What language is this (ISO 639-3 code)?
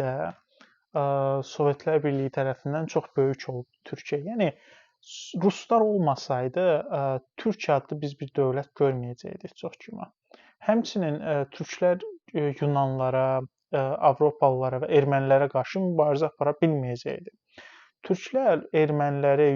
aze